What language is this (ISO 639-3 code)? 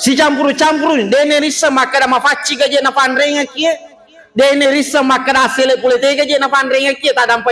bug